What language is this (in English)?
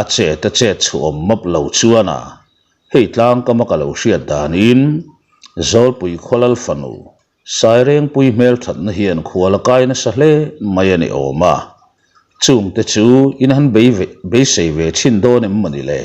Mizo